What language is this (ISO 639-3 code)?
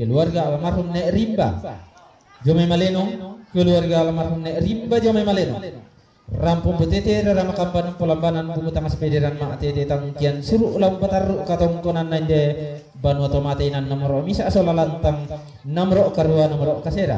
sda